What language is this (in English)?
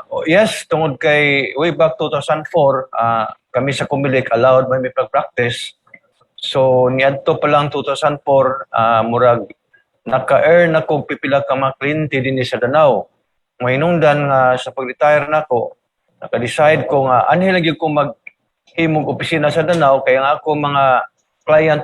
Cebuano